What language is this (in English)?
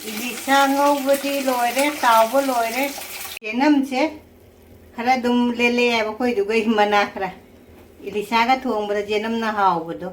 Manipuri